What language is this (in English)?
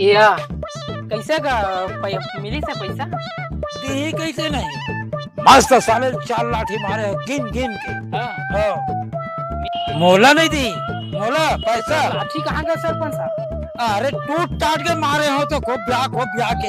Chhattisgarhi